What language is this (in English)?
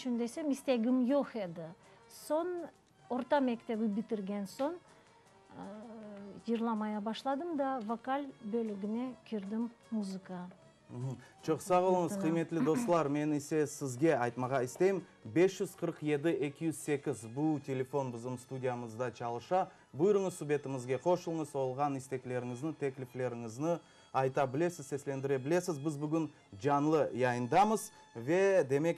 Crimean Tatar